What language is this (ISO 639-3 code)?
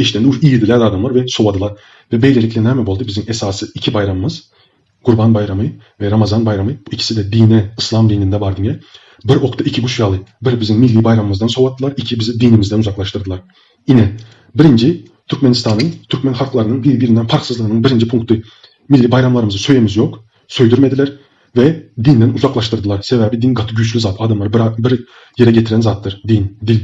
tuk